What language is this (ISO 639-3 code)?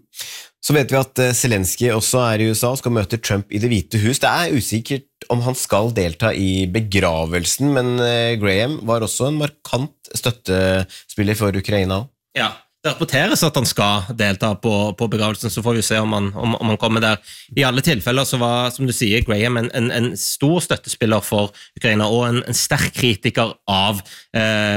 nor